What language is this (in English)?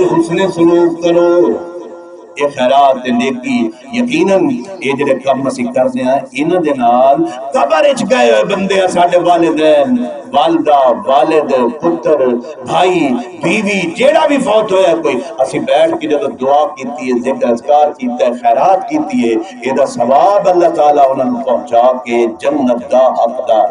Saraiki